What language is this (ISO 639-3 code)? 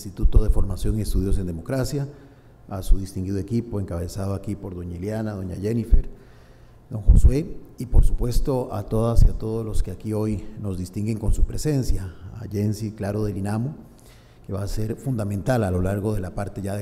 spa